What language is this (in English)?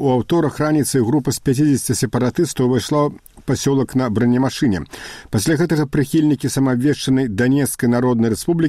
Belarusian